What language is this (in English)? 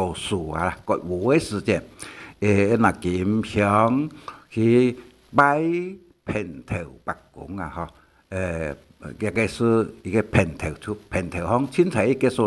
Hakka Chinese